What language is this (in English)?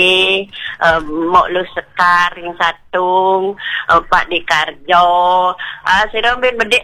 Balinese